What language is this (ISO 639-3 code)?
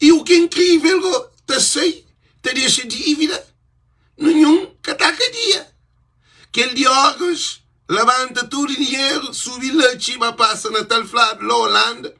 kea